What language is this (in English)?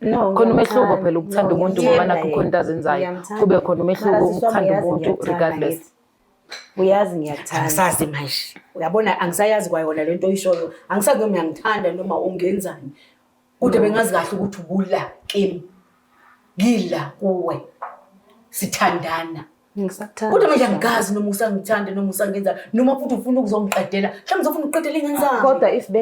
Zulu